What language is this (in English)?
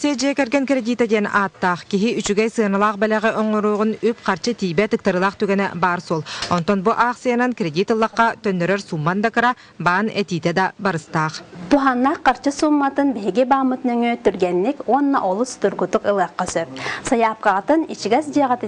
Yakut